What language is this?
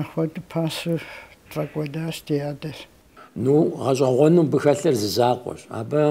Kabardian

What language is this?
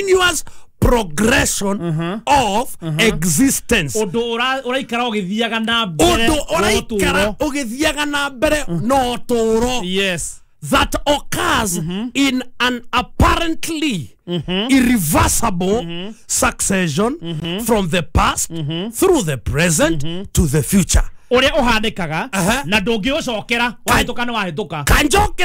Kikuyu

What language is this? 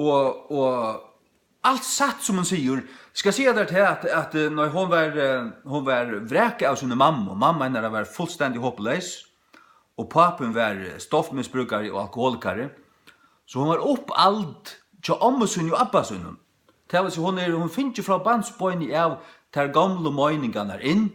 Faroese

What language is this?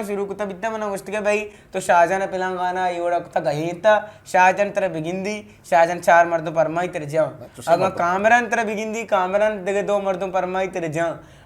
Eastern Balochi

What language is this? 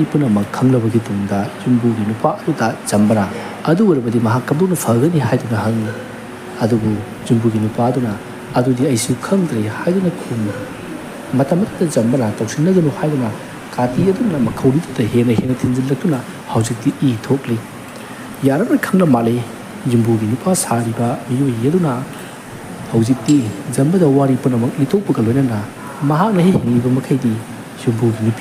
Manipuri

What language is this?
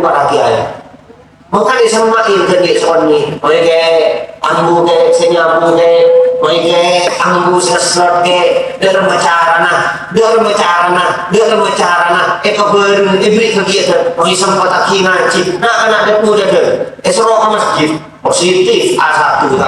Madurese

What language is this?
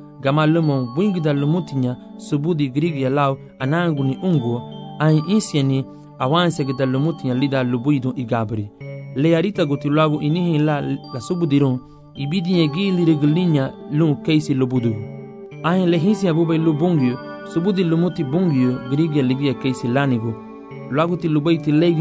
Garifuna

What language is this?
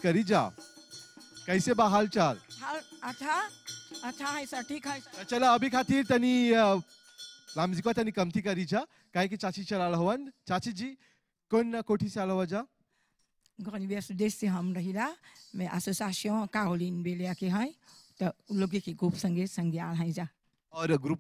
Bhojpuri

